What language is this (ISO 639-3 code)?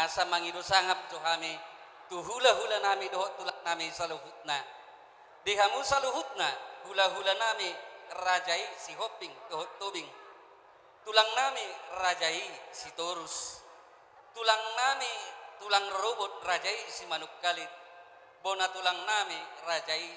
bbc